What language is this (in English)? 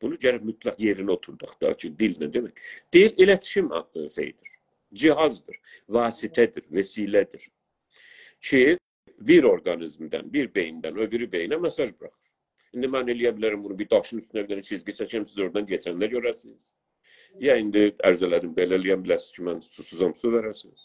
South Azerbaijani